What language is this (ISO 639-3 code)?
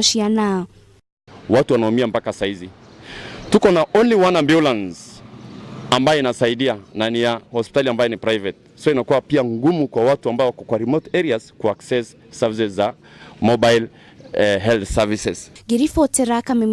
kik